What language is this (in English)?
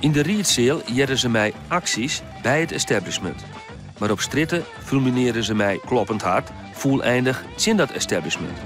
Western Frisian